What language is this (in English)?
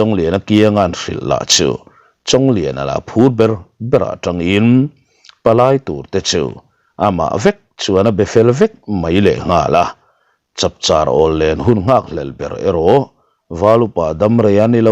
Mizo